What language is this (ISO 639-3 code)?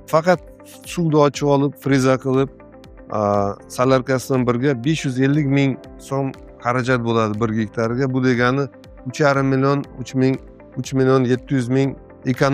uzb